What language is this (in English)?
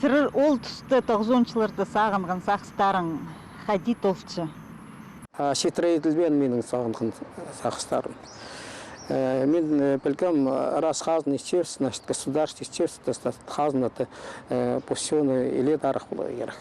Khakas